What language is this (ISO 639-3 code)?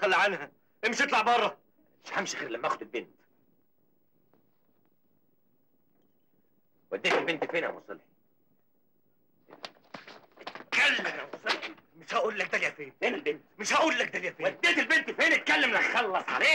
arz